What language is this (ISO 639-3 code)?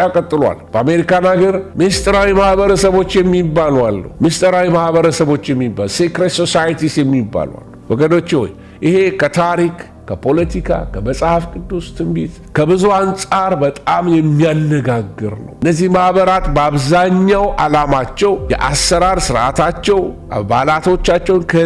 amh